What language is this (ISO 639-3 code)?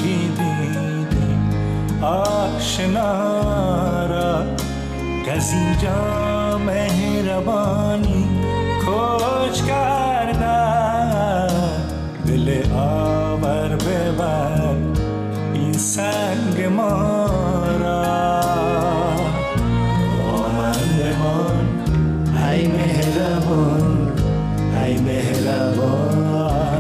fas